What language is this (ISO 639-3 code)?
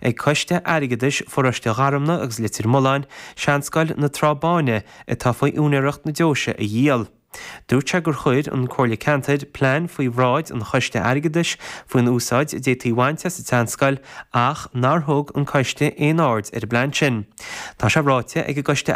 gle